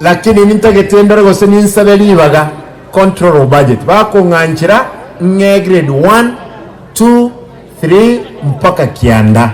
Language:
Gusii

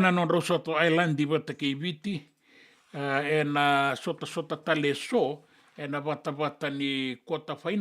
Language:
Fijian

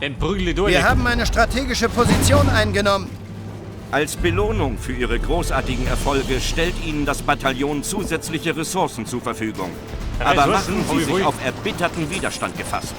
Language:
Bavarian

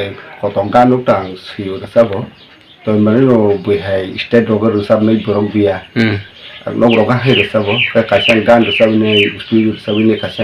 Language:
Kok Borok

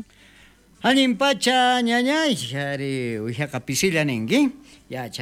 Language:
South Bolivian Quechua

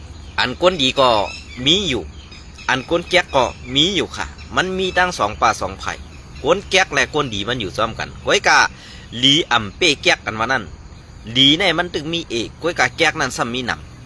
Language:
Shan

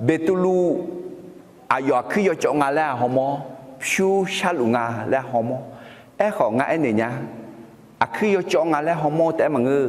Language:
Akha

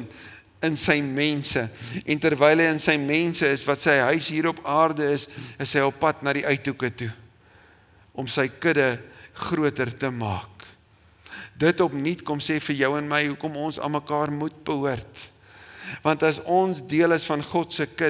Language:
Afrikaans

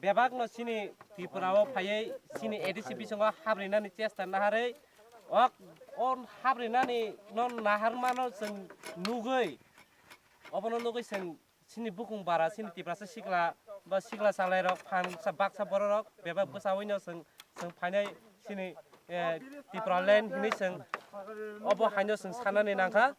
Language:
Kok Borok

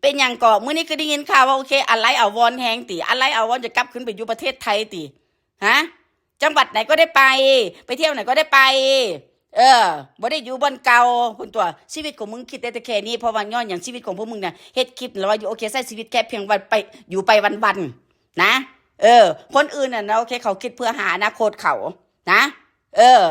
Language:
Northeastern Thai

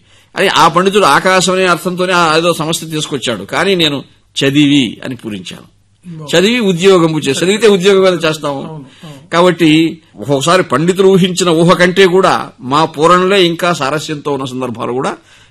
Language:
Telugu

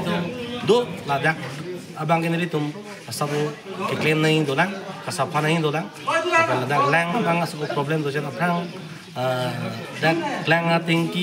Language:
Karbi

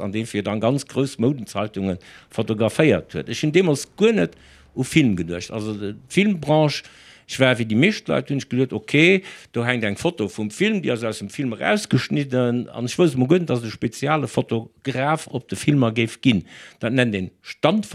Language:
Luxembourgish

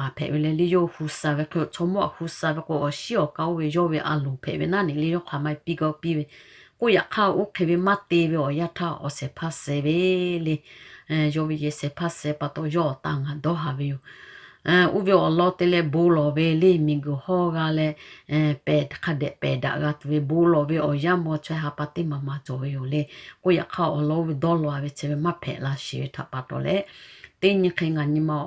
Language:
Lahu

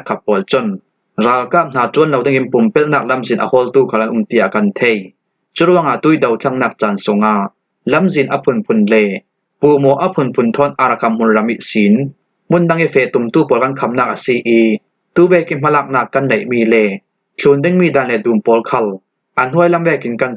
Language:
Falam Chin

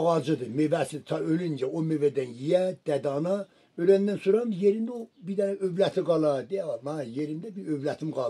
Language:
South Azerbaijani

